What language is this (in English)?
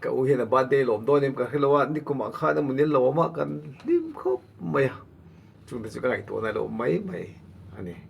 Mizo